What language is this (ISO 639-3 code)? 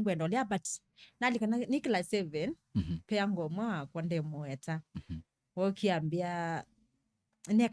kam